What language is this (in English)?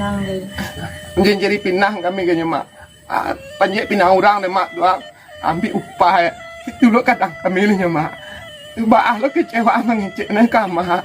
Minangkabau